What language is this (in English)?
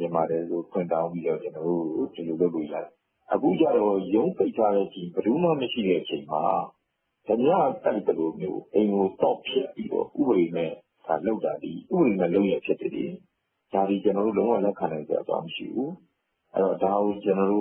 Burmese